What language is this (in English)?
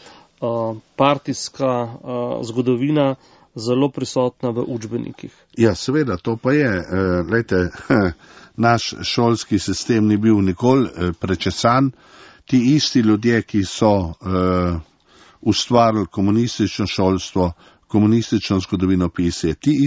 Slovenian